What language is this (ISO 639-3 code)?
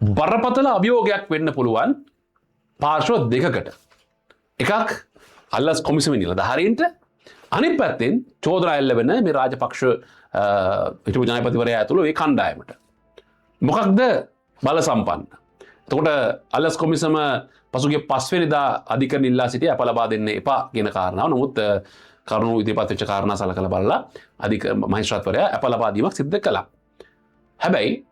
sin